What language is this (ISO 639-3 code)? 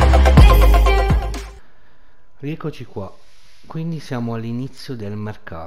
ita